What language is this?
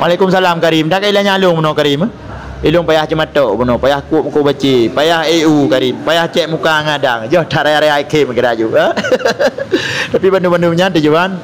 Achinese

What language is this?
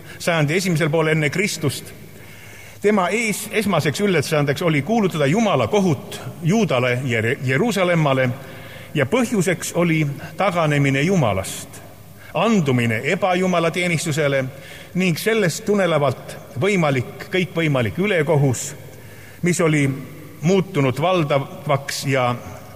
Estonian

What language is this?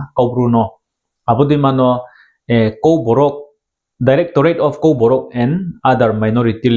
Riang (India)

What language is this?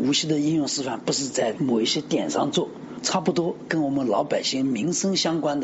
Chinese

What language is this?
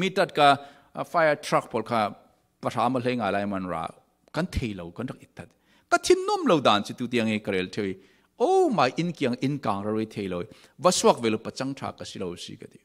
Falam Chin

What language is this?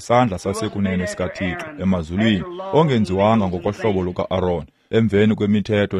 Xhosa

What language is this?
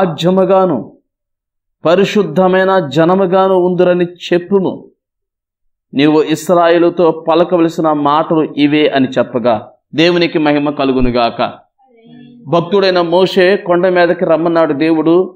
Telugu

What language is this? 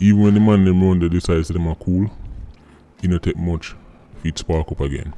Jamaican Creole English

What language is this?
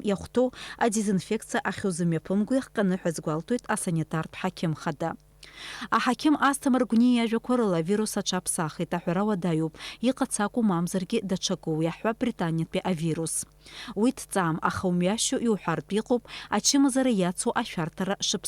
Abkhazian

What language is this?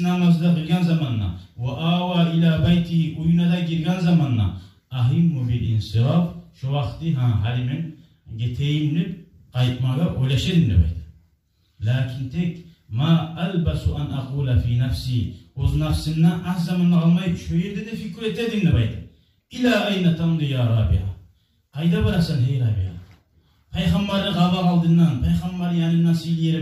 Kumyk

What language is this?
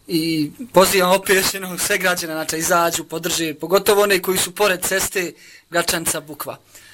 Bosnian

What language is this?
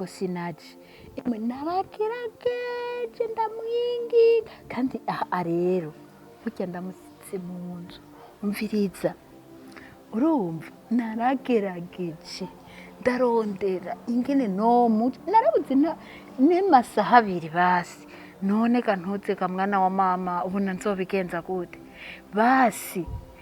Rundi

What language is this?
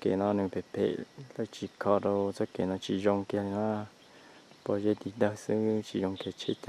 Hmong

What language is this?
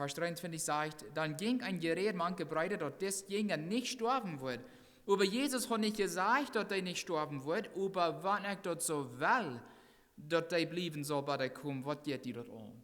Plautdietsch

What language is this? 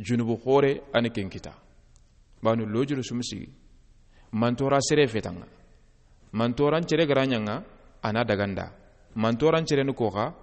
Soninke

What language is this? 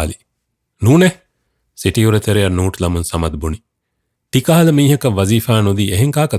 Divehi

